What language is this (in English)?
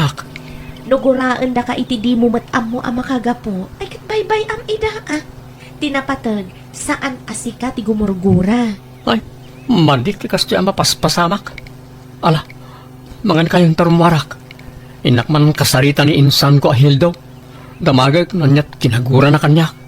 Iloko